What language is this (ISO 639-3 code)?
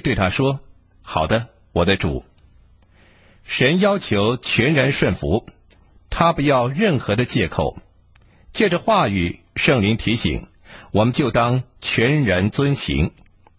zho